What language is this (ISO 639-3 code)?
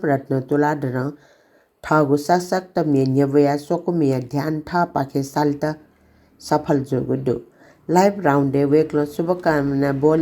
new